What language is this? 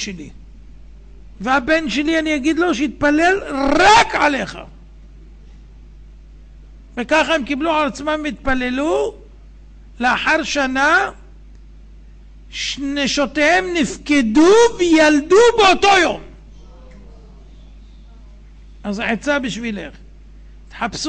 Hebrew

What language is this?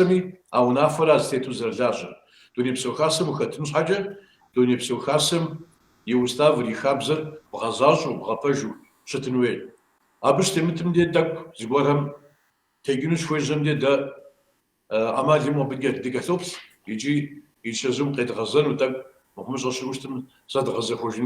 Kabardian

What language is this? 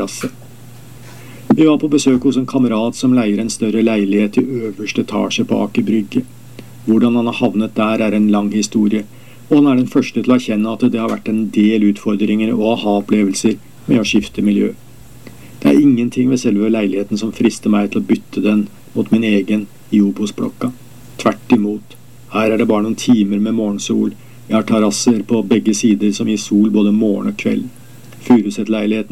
Norwegian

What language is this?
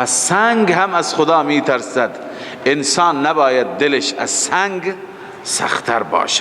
Persian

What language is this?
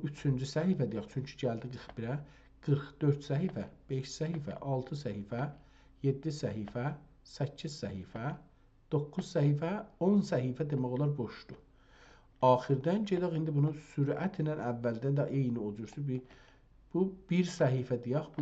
South Azerbaijani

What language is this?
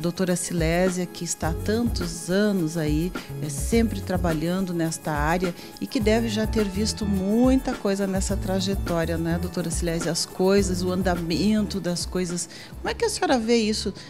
Portuguese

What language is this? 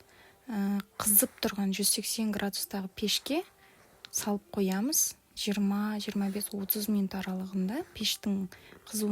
Kazakh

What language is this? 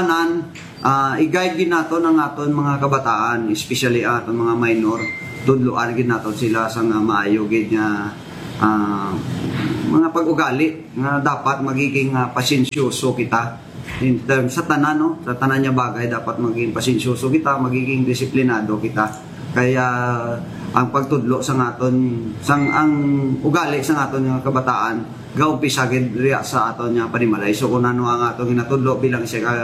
Hiligaynon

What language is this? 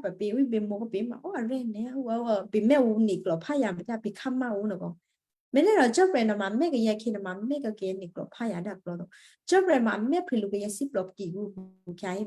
Western Kayah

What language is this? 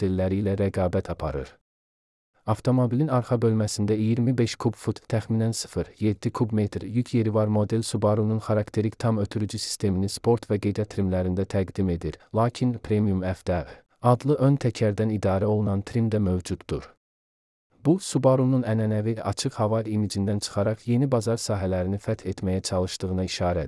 Azerbaijani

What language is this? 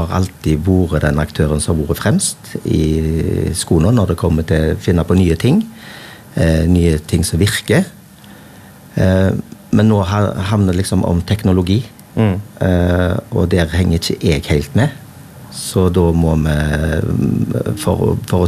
Norwegian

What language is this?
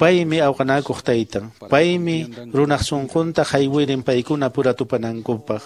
Quechua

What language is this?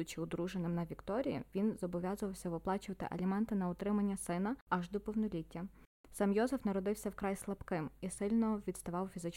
Ukrainian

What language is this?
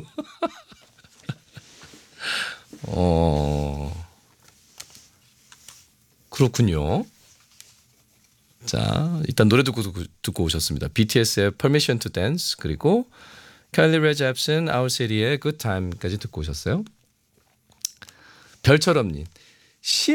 Korean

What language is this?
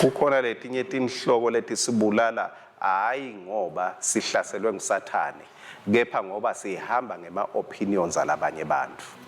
Swati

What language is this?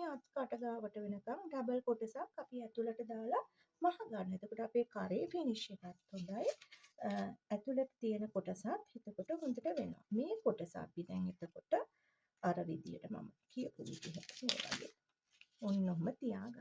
Sinhala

